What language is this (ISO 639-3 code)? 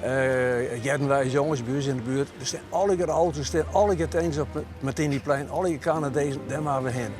fry